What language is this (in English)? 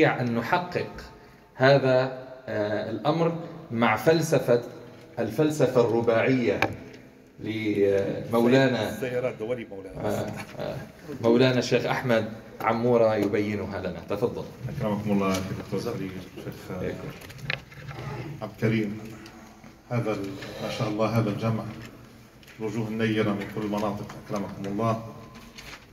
Arabic